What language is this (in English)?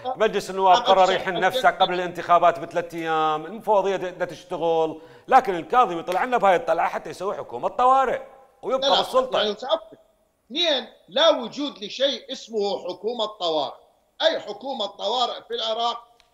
Mesopotamian Arabic